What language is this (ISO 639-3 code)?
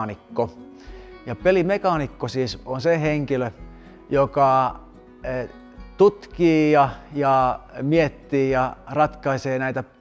fin